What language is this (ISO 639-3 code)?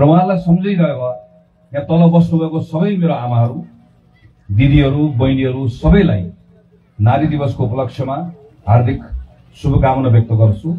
nep